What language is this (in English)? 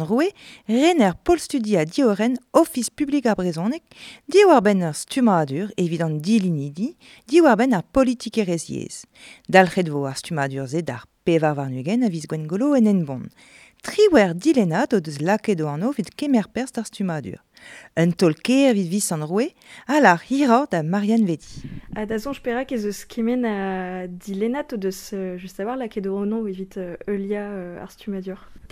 Breton